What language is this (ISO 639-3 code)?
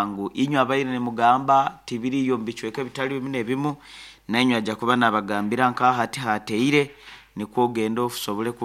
nyn